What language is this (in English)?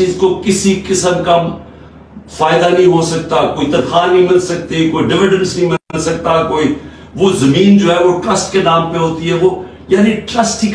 Urdu